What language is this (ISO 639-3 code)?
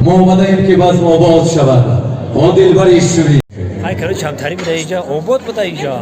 tgk